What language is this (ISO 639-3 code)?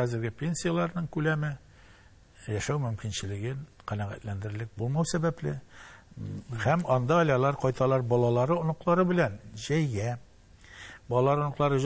tat